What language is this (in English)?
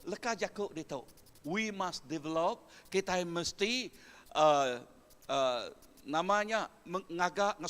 Iban